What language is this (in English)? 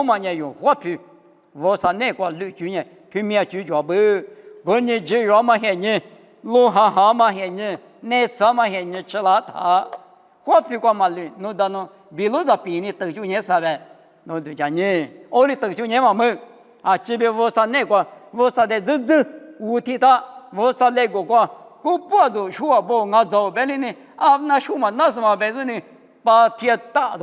Lisu